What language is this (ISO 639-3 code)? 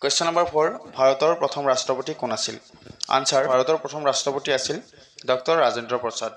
asm